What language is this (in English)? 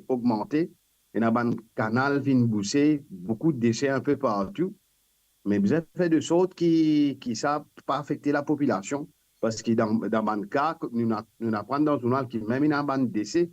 Morisyen